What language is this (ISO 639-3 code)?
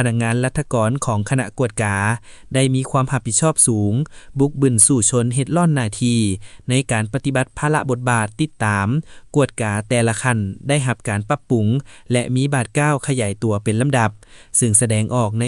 lao